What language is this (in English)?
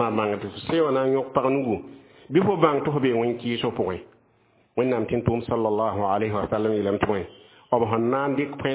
Mossi